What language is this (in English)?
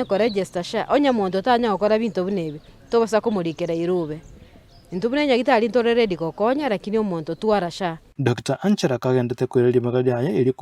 Gusii